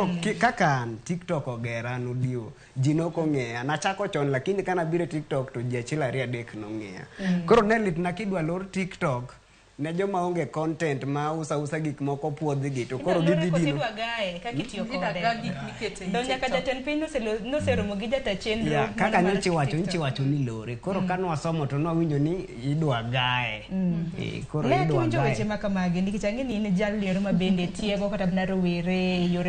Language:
Luo (Kenya and Tanzania)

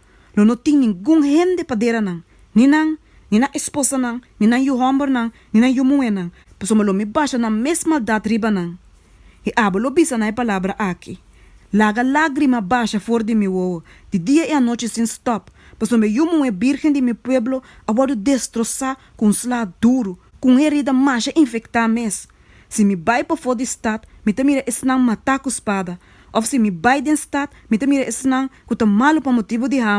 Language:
Papiamento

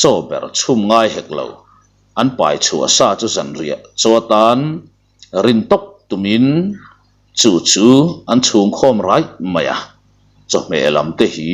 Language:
Mizo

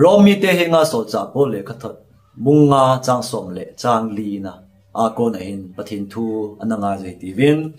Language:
Thado Chin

